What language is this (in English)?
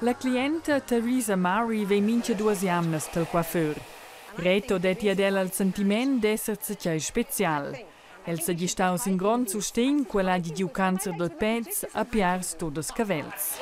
Romansh